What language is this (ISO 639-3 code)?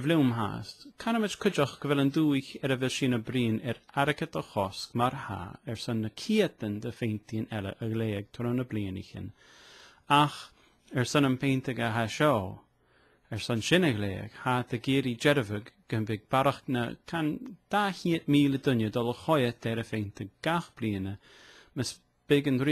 gla